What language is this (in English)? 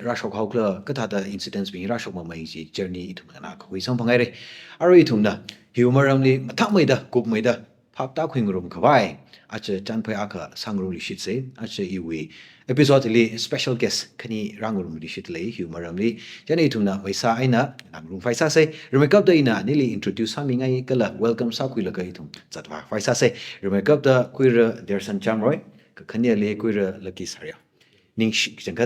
Tangkhul Naga (India)